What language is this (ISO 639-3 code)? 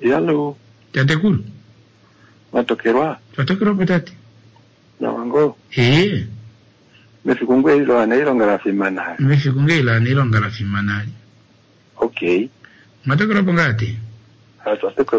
swa